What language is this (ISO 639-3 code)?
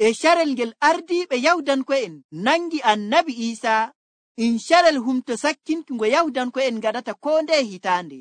fuv